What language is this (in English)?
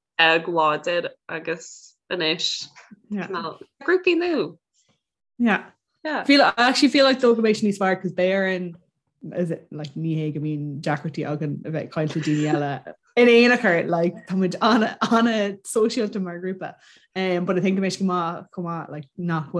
Irish